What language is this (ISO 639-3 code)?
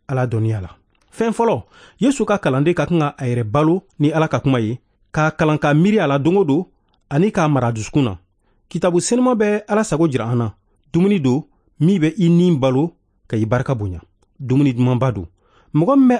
bam